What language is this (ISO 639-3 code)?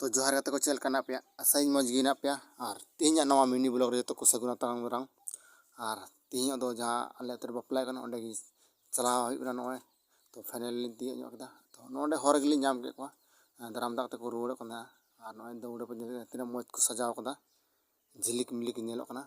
sat